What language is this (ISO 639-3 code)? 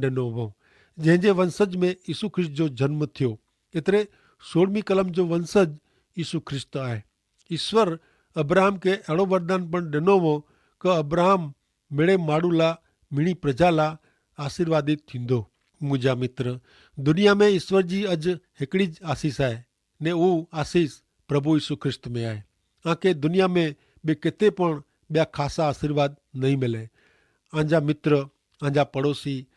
kfr